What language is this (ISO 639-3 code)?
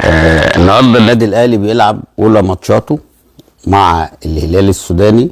arz